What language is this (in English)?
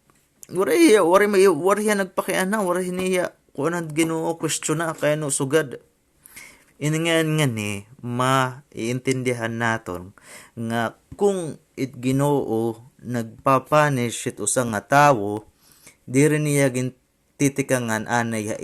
Waray